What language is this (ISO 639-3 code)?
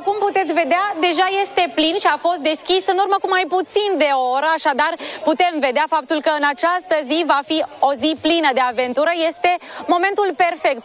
ron